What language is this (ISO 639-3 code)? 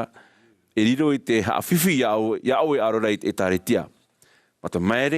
tah